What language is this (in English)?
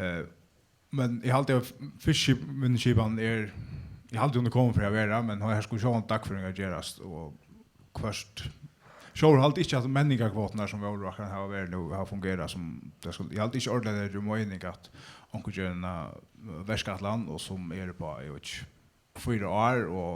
Faroese